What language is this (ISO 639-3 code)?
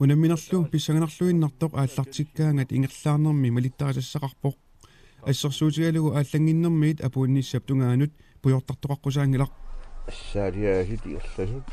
kal